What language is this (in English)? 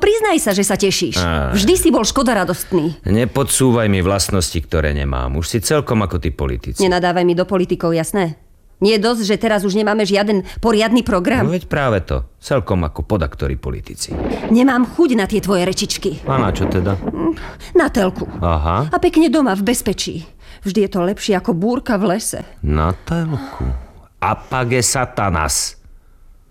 Slovak